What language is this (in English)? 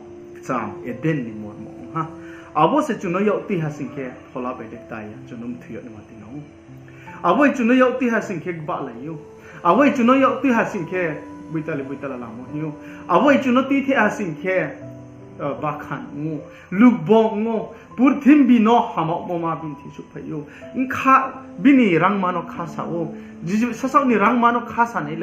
Riang (India)